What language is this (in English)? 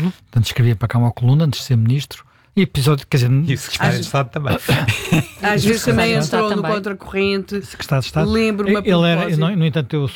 Portuguese